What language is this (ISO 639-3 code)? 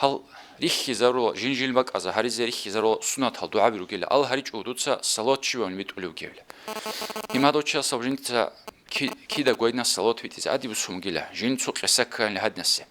ava